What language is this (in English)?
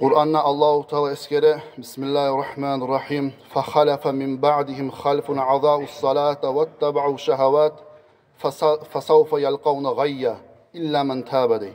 Kumyk